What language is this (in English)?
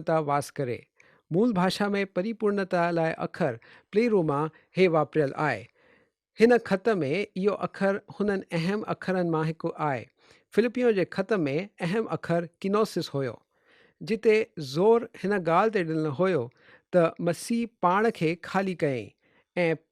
Sindhi